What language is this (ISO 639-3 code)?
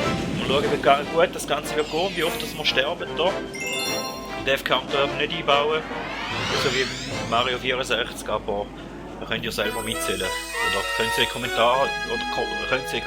gsw